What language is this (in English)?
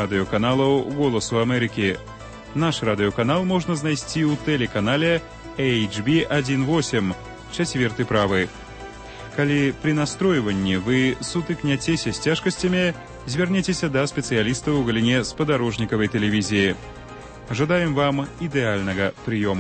Belarusian